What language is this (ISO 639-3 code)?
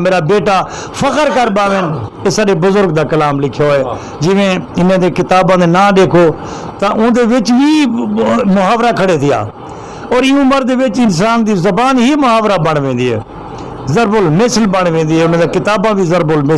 skr